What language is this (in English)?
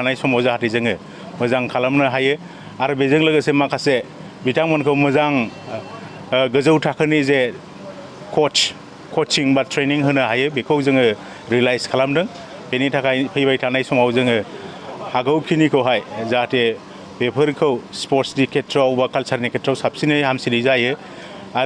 Bodo